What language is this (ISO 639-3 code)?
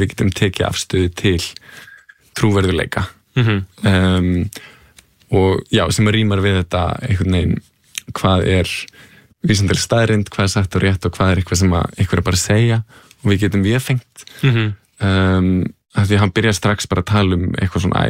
isl